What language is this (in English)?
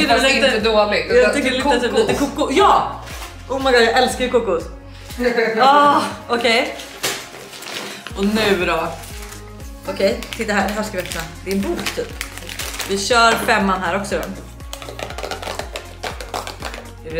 Swedish